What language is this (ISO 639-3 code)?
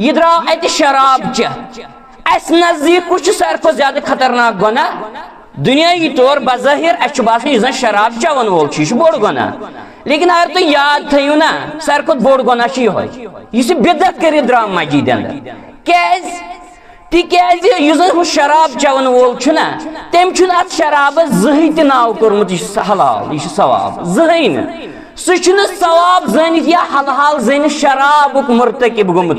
kas